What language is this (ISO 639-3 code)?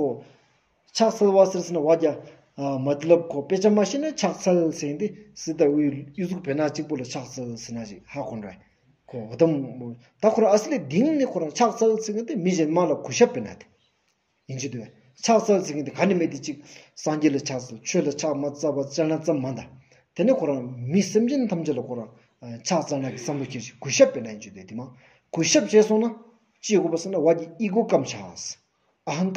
sbu